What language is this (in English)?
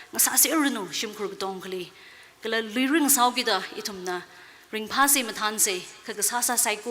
Tangkhul Naga (India)